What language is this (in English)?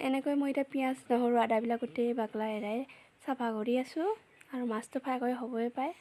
Assamese